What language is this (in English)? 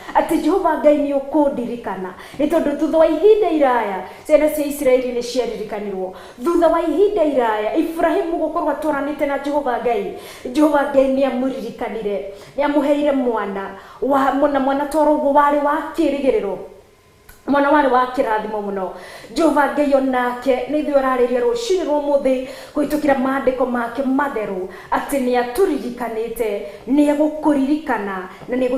Kikuyu